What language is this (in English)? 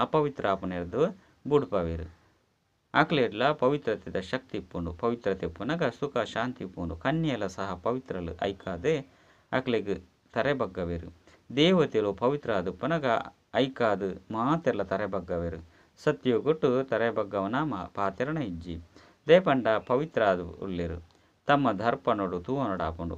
Tulu